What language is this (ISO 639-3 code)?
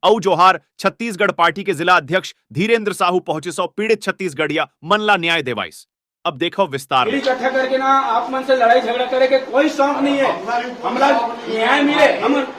hne